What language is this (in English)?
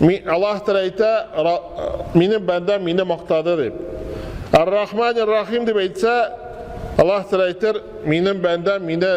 Tatar